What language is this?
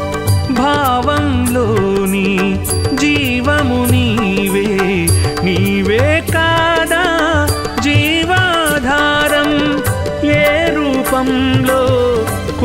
Telugu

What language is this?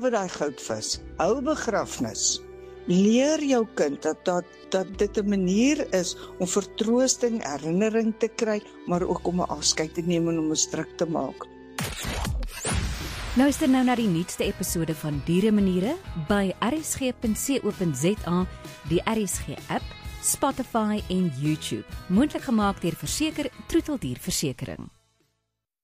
Afrikaans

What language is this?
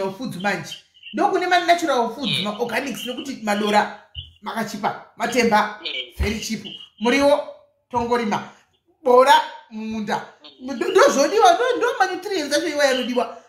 Shona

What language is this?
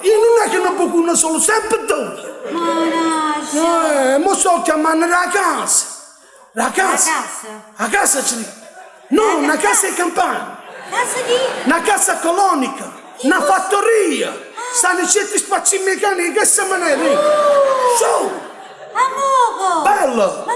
Neapolitan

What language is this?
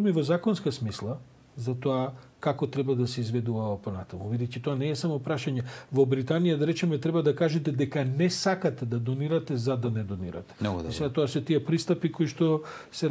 Macedonian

